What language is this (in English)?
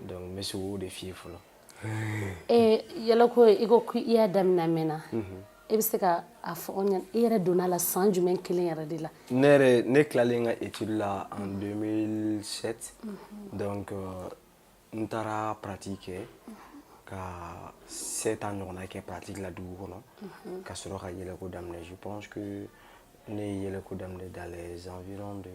Bambara